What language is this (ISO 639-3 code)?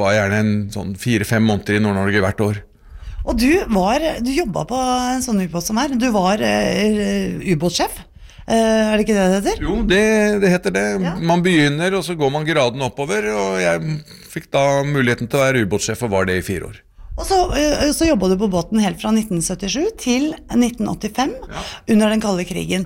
nor